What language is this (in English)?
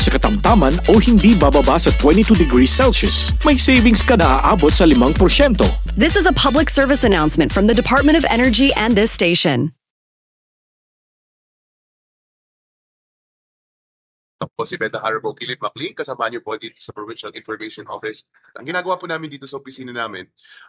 Filipino